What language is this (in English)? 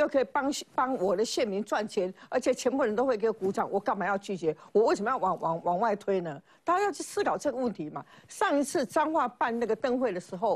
Chinese